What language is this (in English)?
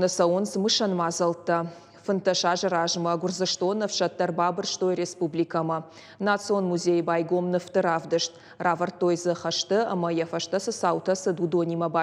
Ossetic